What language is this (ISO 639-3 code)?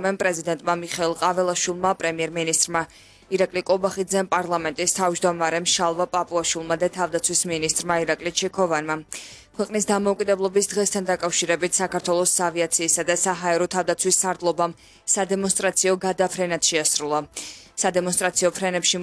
kat